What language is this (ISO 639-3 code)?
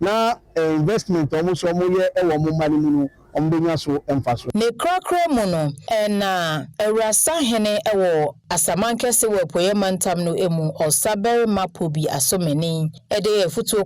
aka